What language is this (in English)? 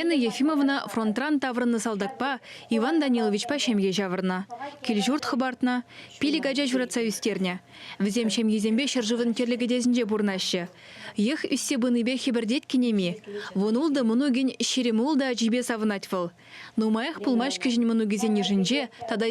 Chuvash